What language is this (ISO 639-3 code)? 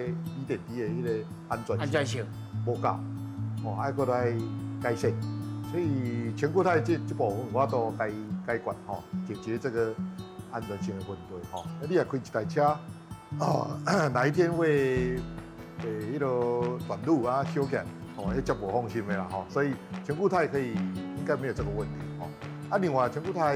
nan